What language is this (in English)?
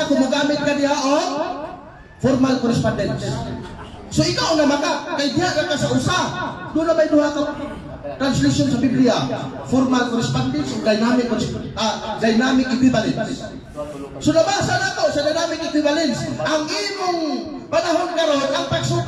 Cebuano